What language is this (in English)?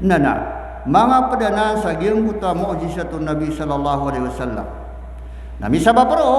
Maranao